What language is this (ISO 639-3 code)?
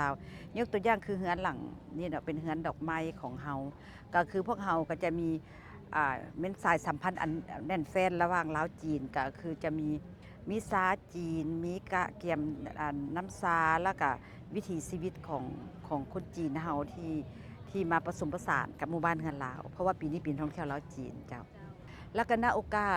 lao